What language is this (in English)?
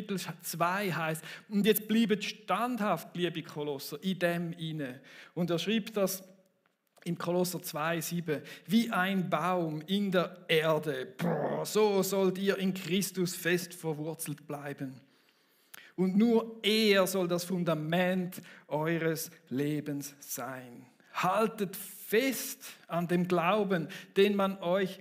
Swiss German